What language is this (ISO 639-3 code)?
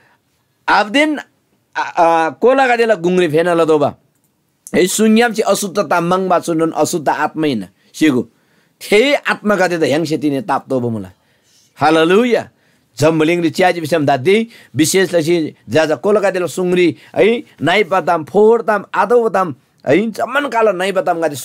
taj